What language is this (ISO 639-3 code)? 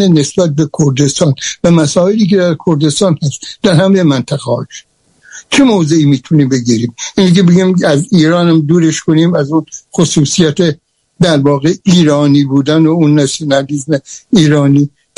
fas